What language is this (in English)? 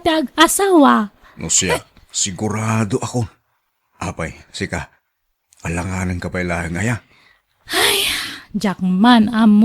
Iloko